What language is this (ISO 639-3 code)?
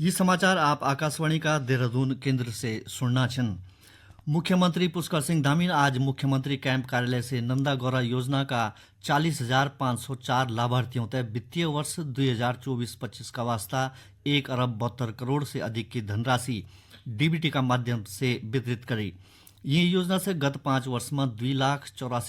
gbm